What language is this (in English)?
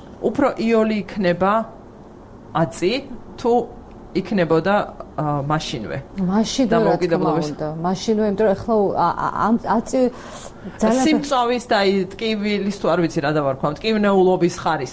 Georgian